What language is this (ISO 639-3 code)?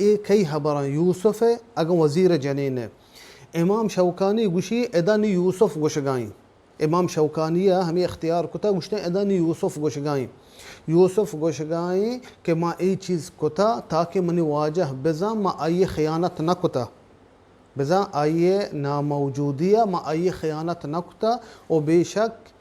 bal